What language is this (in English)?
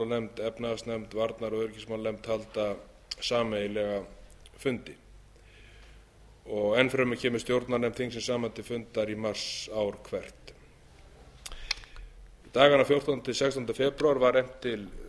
Icelandic